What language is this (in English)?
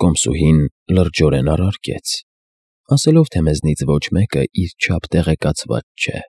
Armenian